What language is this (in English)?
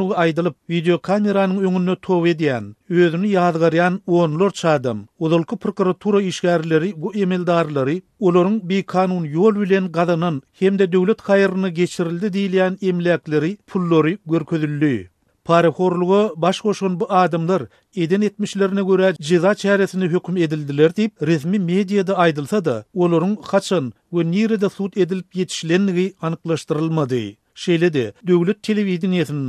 Turkmen